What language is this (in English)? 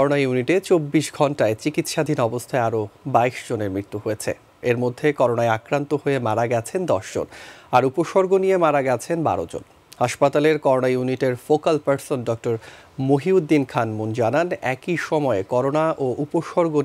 Bangla